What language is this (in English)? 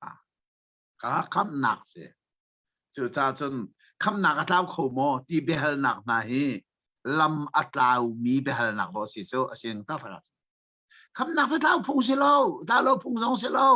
Hakha Chin